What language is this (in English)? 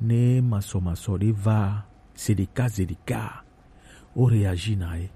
Gen